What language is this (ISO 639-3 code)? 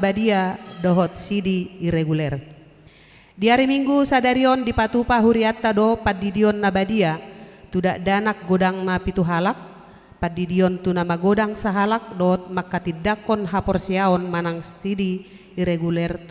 bbc